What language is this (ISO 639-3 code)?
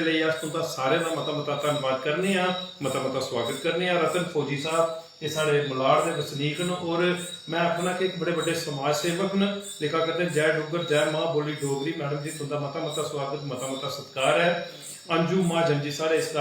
doi